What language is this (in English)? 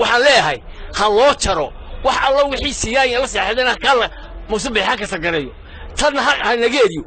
Somali